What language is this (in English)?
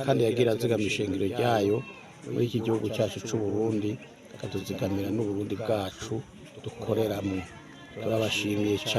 Rundi